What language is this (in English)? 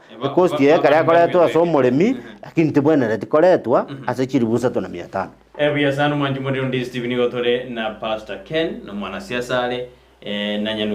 Gusii